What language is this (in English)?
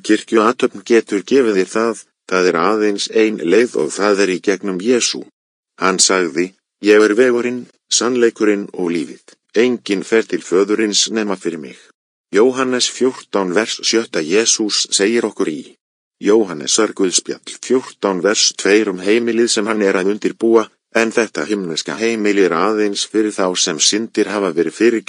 Icelandic